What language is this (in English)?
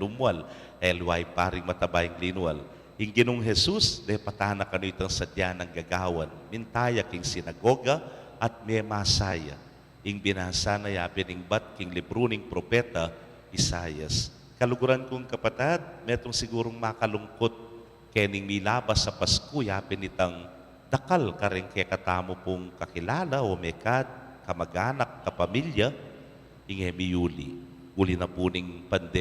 Pampanga